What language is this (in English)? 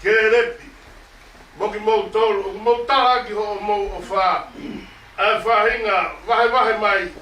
Tongan